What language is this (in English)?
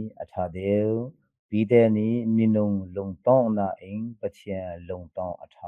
Hakha Chin